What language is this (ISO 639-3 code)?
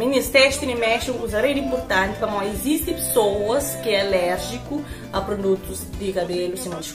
kea